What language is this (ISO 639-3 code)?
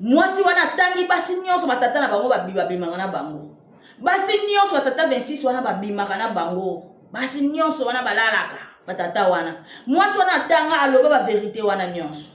lin